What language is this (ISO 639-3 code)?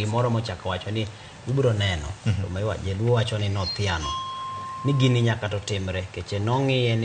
luo